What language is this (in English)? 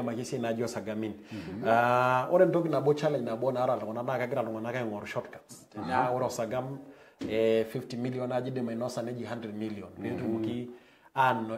Masai